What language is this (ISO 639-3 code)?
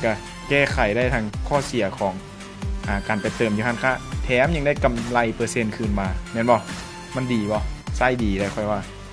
lao